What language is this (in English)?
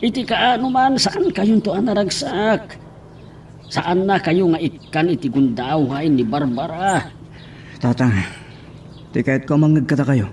Iloko